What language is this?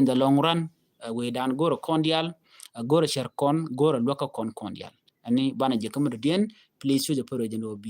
Nuer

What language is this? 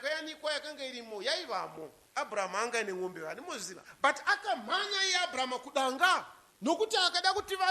Shona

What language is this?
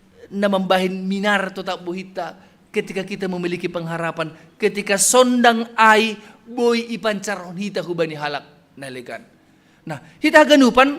Batak Simalungun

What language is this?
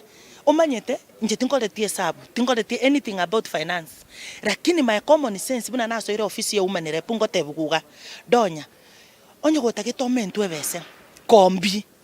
Gusii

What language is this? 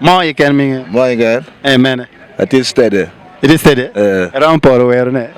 Acoli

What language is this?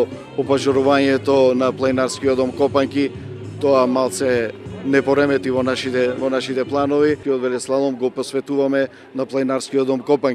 Macedonian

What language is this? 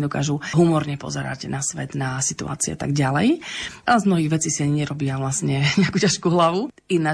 Slovak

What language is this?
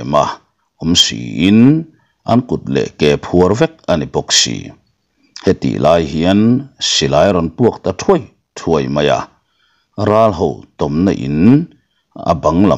Mizo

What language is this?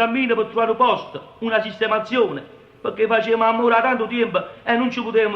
Neapolitan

